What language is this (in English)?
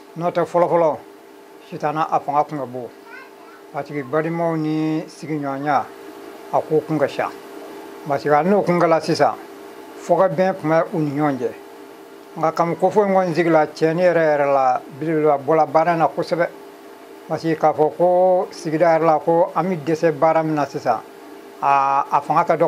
Bambara